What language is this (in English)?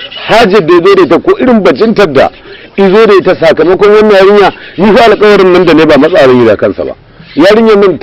Hausa